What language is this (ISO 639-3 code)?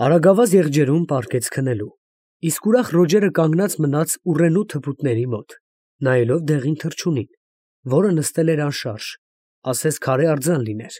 hye